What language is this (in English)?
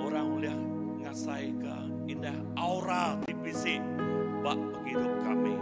Iban